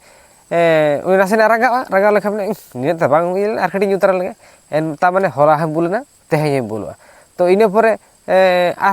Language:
Santali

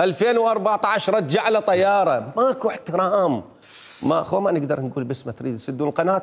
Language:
Mesopotamian Arabic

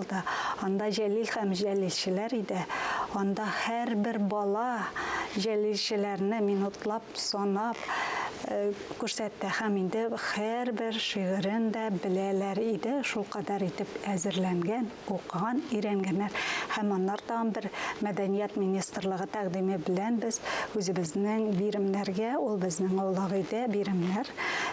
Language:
Tatar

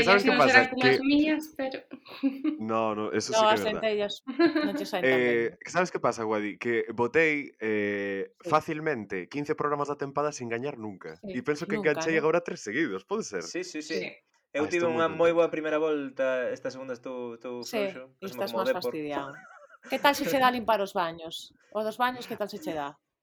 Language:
Galician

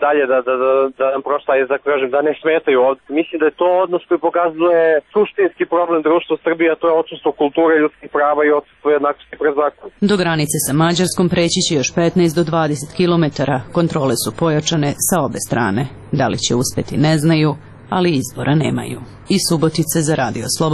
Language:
Serbian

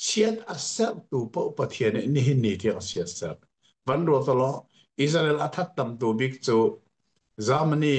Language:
Hakha Chin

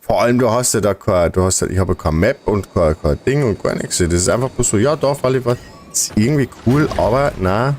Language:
Bavarian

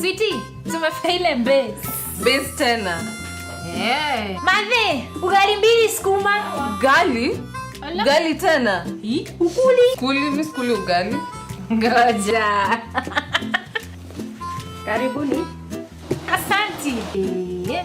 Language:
Meru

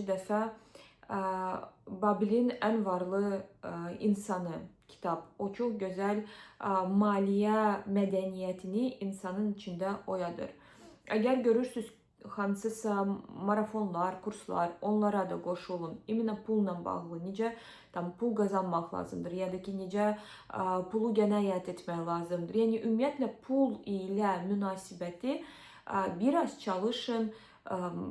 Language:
Azerbaijani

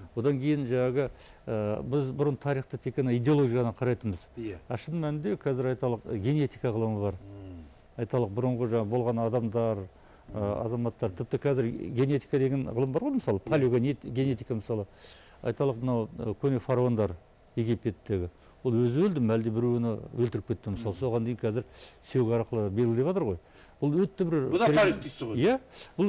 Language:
Kazakh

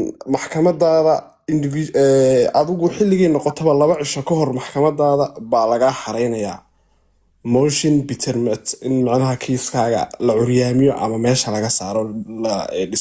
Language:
Somali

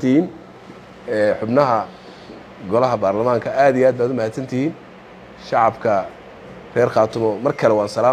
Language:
Somali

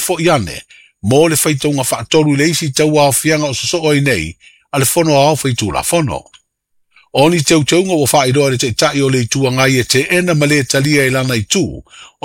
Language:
Samoan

